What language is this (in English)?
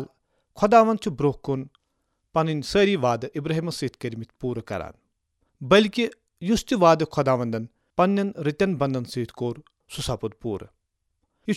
Kashmiri